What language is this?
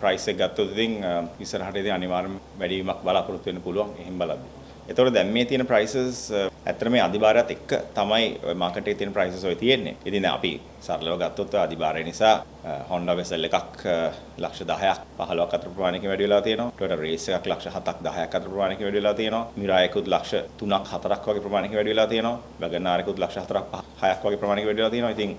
Sinhala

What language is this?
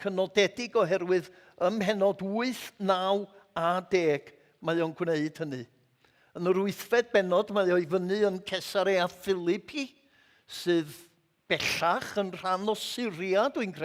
Welsh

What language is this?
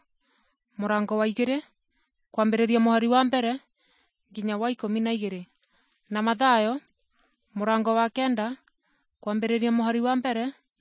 Kikuyu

